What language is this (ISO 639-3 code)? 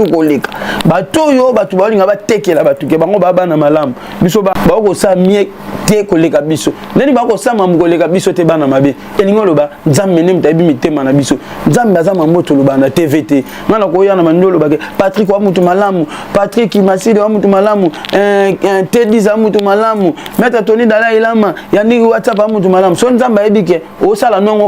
lin